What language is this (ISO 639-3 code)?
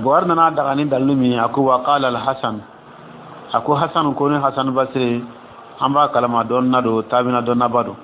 dyu